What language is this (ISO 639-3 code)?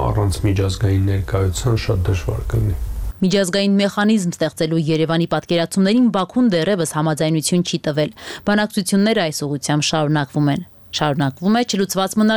hye